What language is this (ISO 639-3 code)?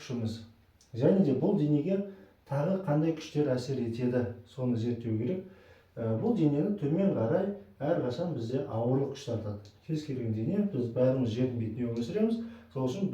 kaz